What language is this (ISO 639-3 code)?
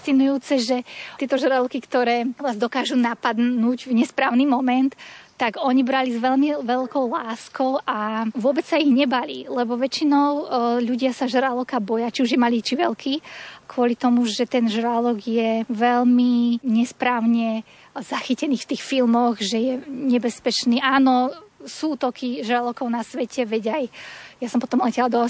slk